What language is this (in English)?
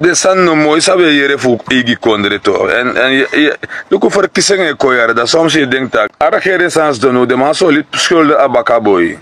Sranan Tongo